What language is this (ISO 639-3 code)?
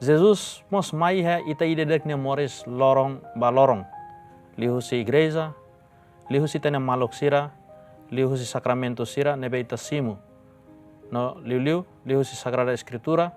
tet